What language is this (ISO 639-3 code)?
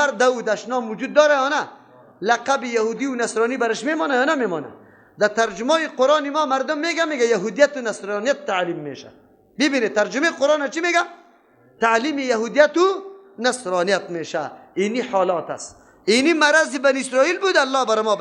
fas